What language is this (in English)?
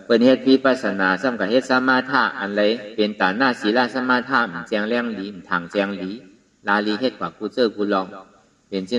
Shan